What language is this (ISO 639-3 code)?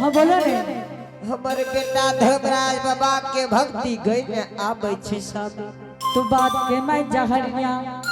anp